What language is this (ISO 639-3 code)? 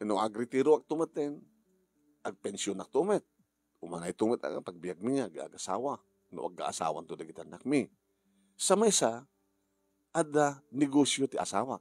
ilo